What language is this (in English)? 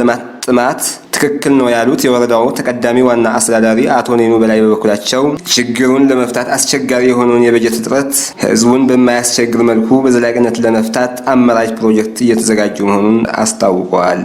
Amharic